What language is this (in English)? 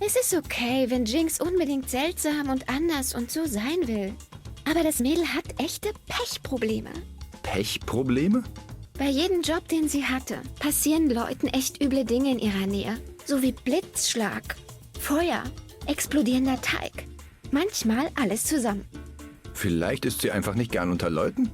Swiss German